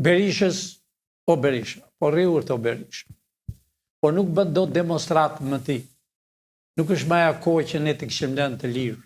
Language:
Albanian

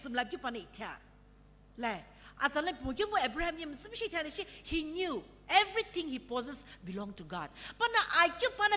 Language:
Sumi Naga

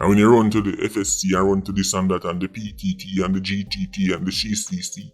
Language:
Jamaican Creole English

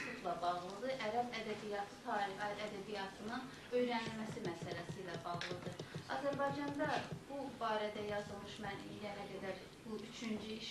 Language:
Azerbaijani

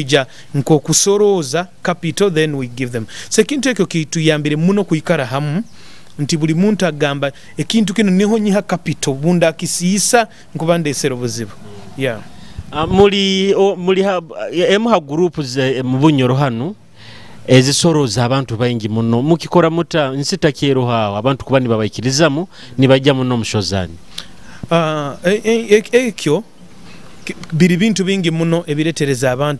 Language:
Nyoro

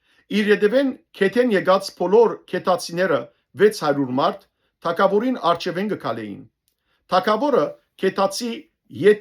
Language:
Western Armenian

